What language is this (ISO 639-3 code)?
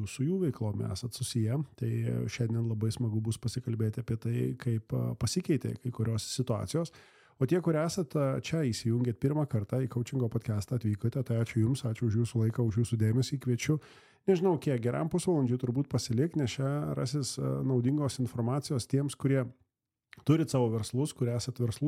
lit